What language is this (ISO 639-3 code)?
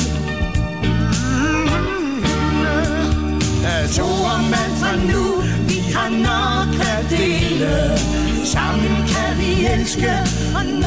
dan